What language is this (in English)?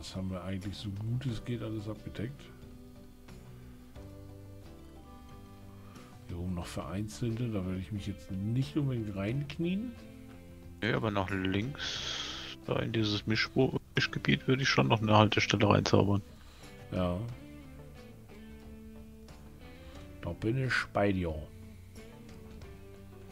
German